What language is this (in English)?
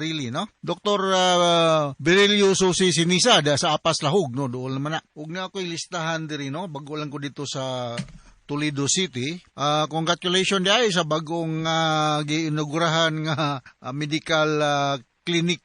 Cebuano